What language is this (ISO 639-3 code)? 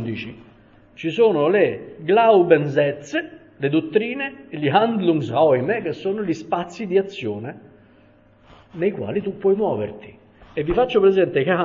ita